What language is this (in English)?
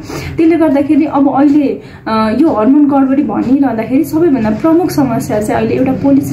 Nepali